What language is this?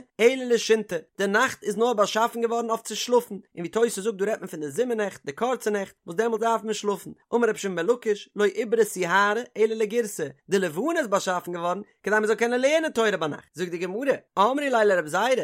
Yiddish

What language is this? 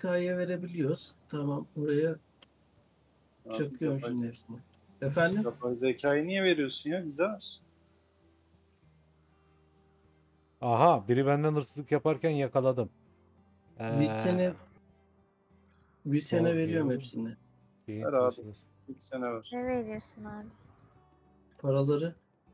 Turkish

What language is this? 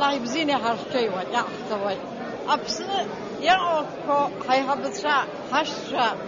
Abkhazian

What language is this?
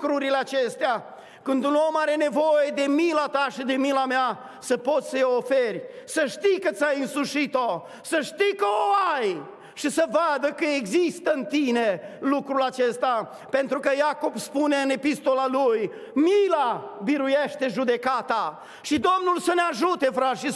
Romanian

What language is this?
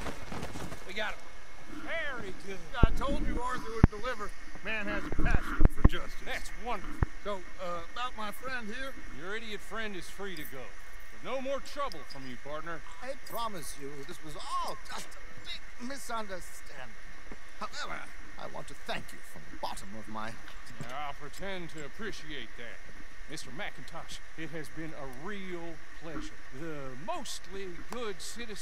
English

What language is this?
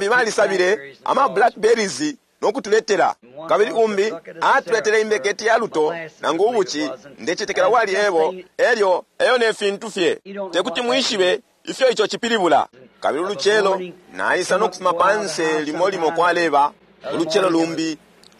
Bemba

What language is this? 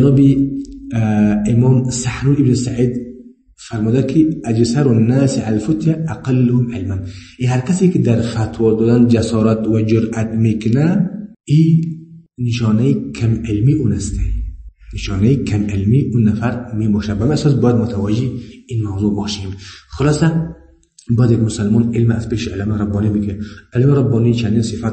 Persian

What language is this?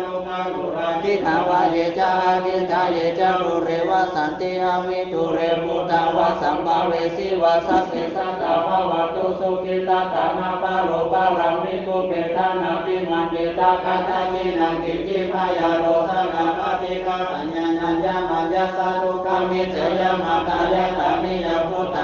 Pali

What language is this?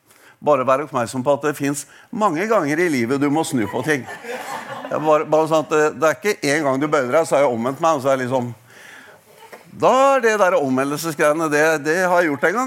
Norwegian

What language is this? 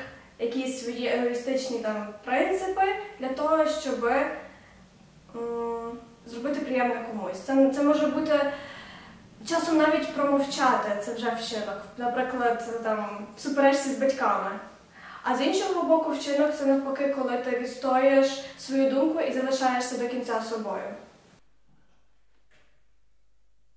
Ukrainian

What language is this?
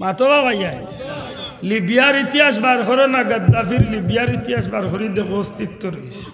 Sylheti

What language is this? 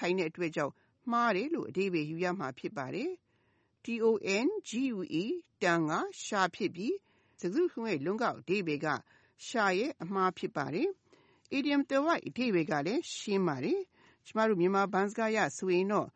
Burmese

